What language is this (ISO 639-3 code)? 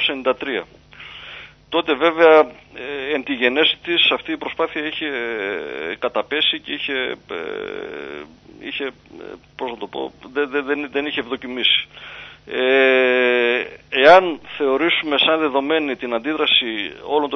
ell